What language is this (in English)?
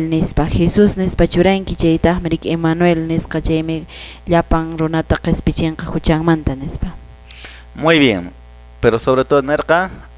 Quechua